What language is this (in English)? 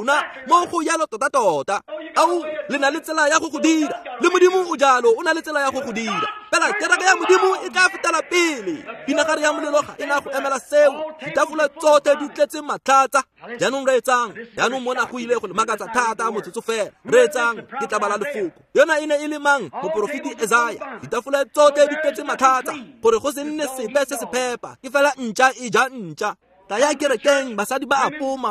Tswana